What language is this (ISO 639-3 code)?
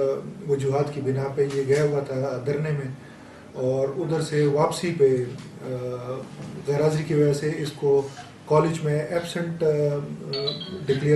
urd